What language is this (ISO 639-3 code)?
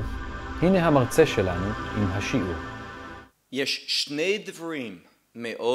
heb